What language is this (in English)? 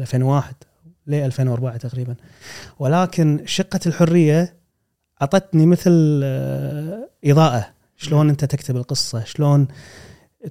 Gulf Arabic